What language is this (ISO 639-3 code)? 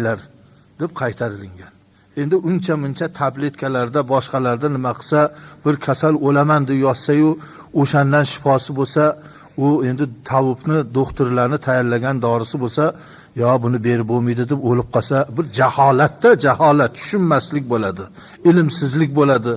uzb